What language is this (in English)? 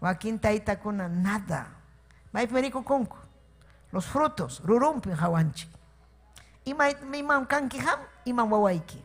Ayacucho Quechua